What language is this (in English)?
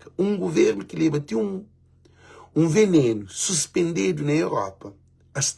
Kabuverdianu